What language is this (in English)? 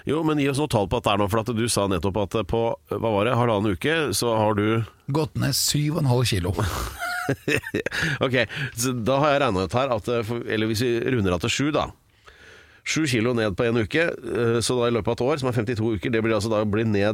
Norwegian